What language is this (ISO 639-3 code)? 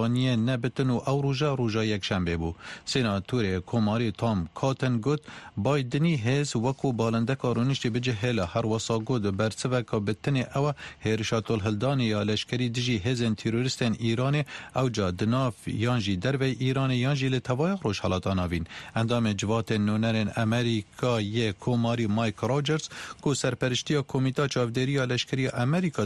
kur